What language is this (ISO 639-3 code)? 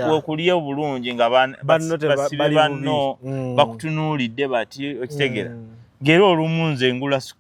lug